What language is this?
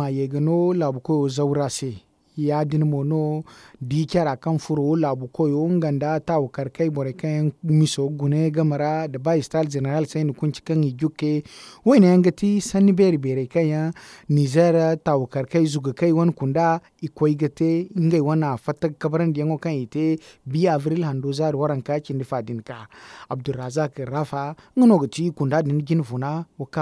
Zarma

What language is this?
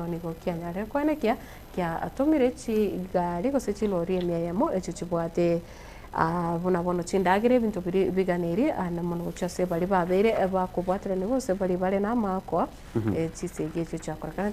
Gusii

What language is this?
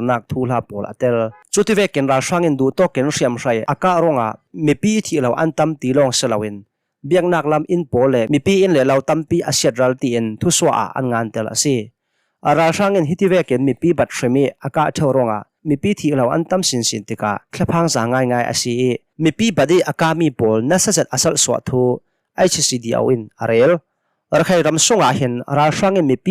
Hakha Chin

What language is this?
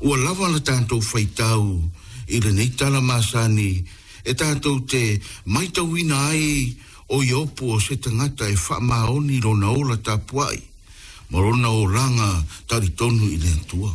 Samoan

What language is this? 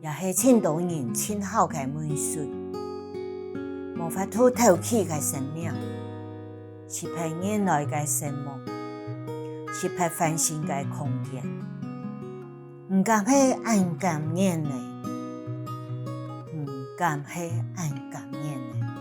Hakka Chinese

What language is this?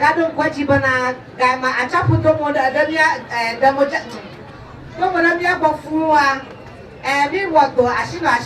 Ewe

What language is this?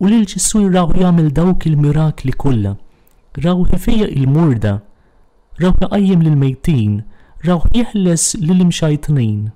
Maltese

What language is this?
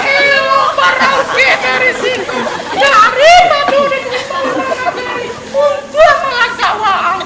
Minangkabau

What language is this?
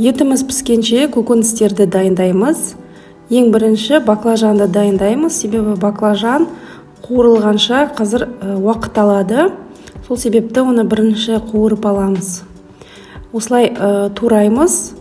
Kazakh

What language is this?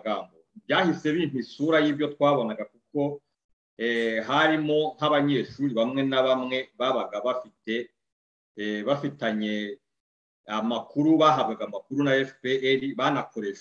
Kinyarwanda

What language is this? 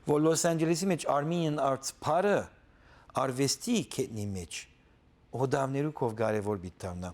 Western Armenian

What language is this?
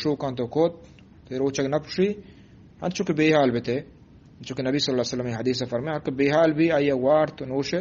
Eastern Balochi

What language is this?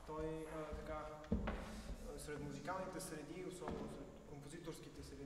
Bulgarian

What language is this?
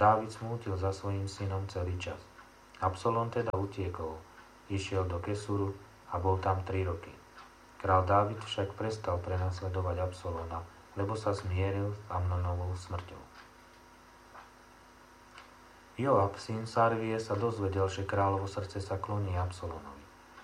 Slovak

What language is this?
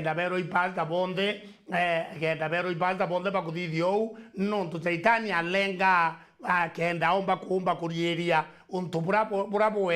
Meru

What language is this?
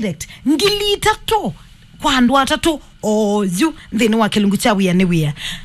Kamba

